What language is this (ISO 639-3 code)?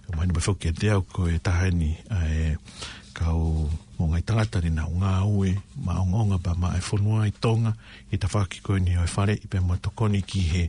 ton